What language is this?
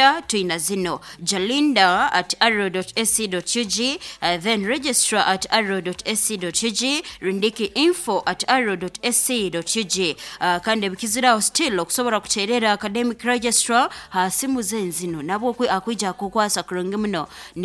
Nyankole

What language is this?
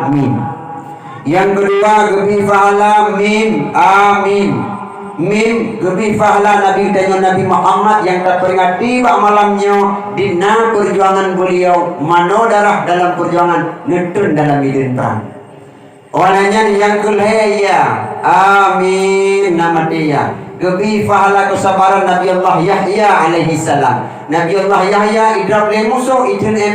Achinese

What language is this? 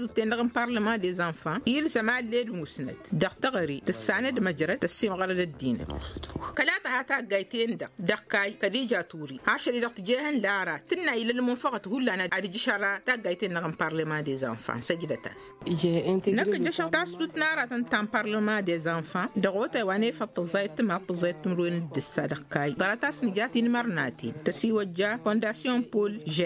Tamasheq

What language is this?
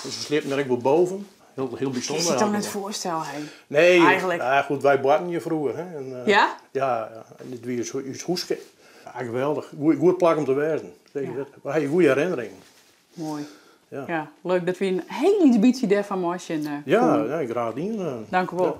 Western Frisian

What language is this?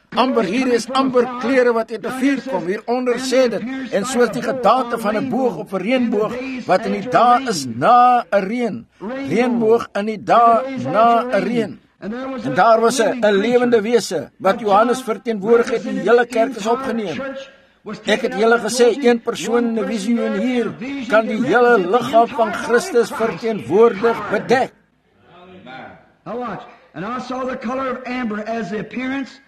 Afrikaans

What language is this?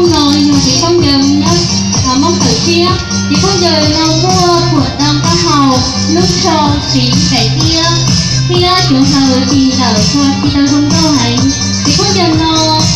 Hmong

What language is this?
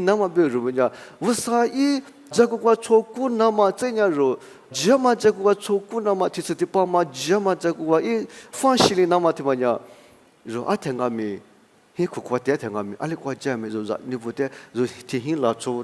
Lisu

